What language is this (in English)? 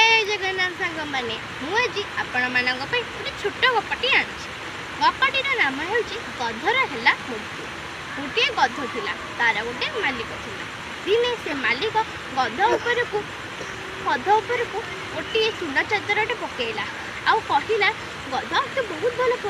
Odia